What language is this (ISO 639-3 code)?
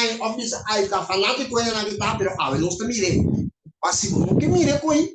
pap